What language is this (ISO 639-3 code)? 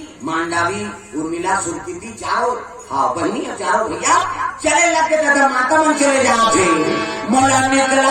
hne